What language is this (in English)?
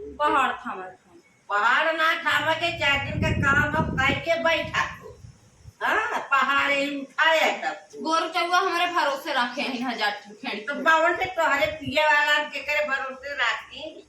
Awadhi